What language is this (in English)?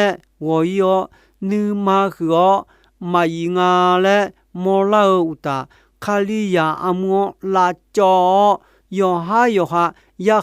Akha